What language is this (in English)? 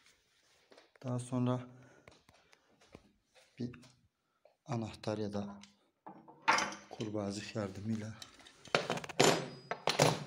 Turkish